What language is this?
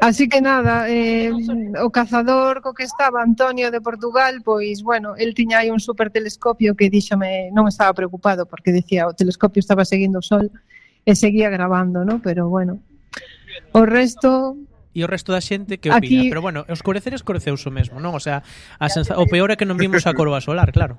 Galician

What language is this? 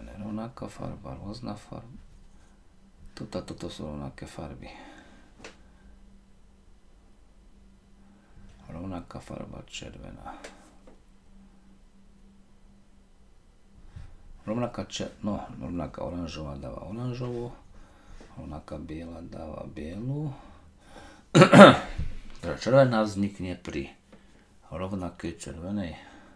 Slovak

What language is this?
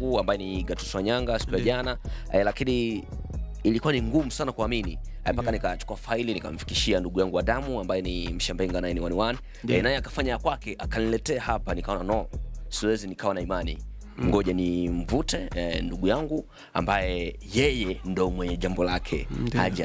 Swahili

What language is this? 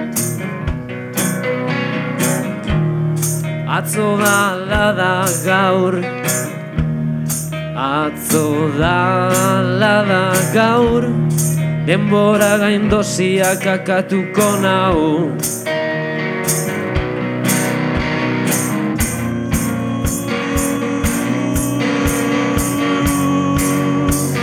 Basque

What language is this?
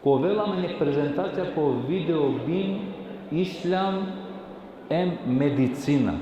Balkan Romani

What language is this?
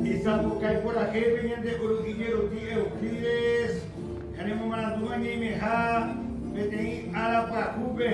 Guarani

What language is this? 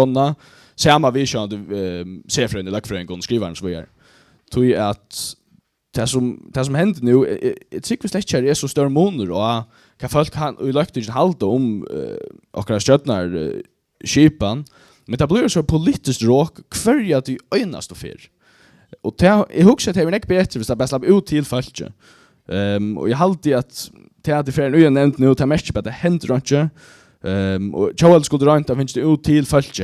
Faroese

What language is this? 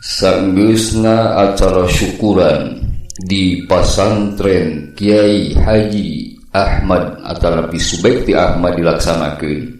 Sundanese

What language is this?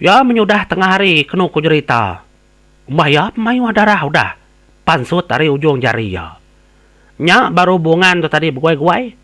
Iban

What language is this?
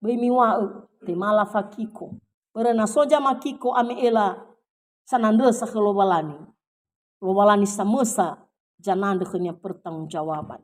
Nias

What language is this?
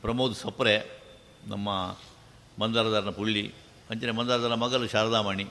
Tulu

